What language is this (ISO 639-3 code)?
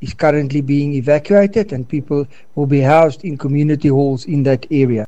xho